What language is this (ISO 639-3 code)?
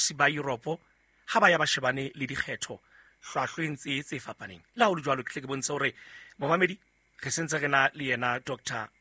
sot